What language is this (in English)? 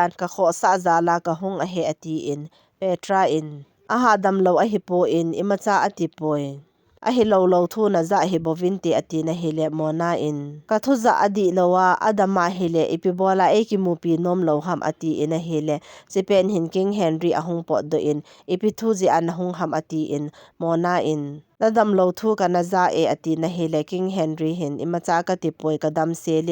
Thado Chin